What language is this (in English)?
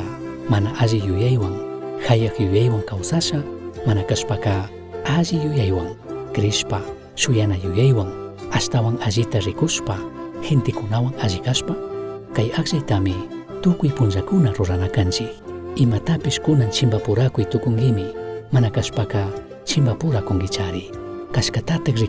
Chimborazo Highland Quichua